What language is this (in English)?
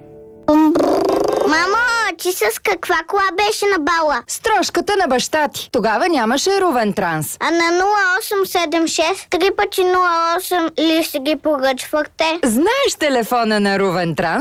Bulgarian